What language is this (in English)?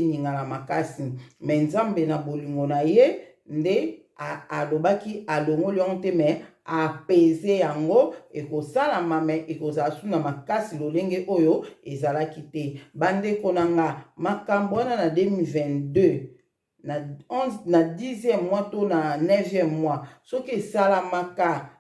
Lingala